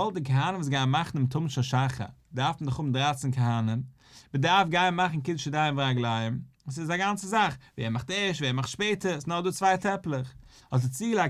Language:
Yiddish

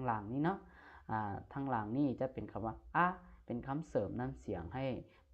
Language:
Lao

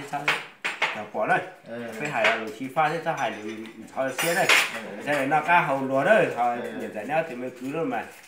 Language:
Hmong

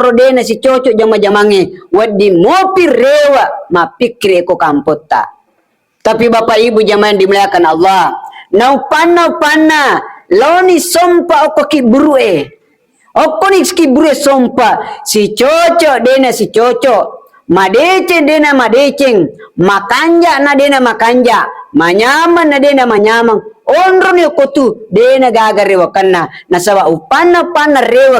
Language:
Buginese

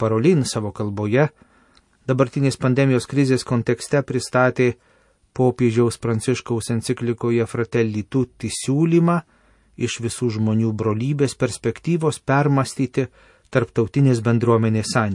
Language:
Lithuanian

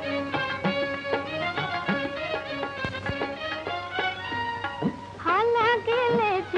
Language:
Marathi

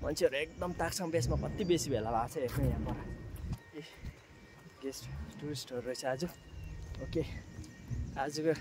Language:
Nepali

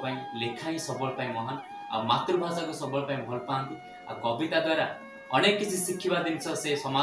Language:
Odia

